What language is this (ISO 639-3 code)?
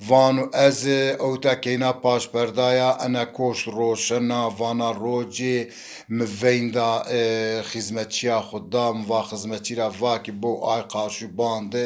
zza